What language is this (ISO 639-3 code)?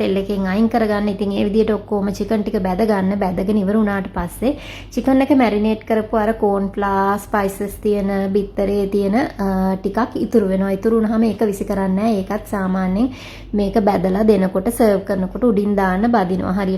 sin